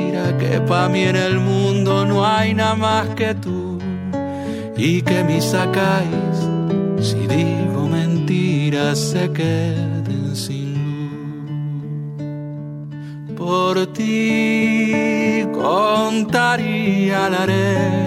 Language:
Spanish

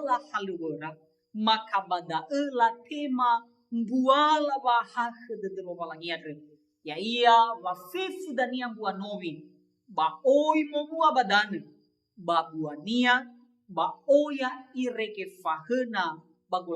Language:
Nias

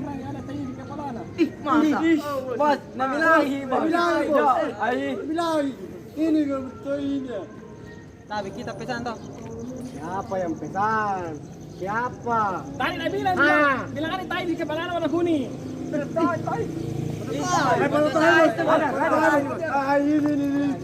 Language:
Makassar Malay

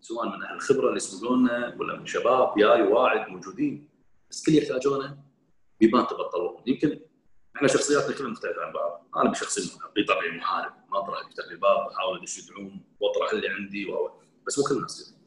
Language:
Gulf Arabic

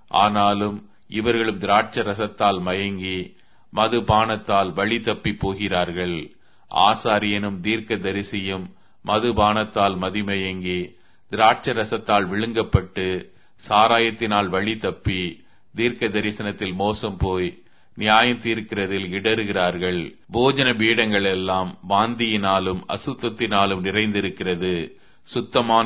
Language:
Tamil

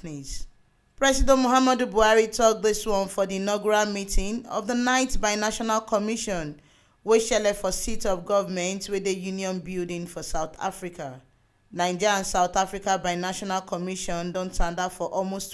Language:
Nigerian Pidgin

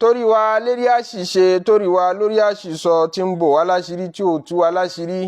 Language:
Yoruba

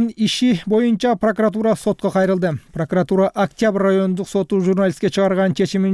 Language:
Kyrgyz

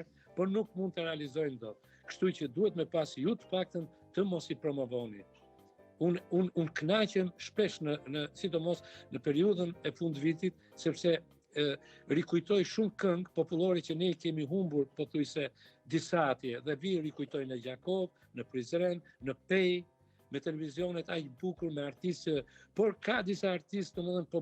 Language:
Albanian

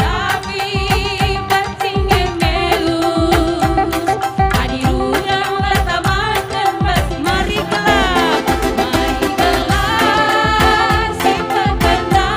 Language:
Batak Karo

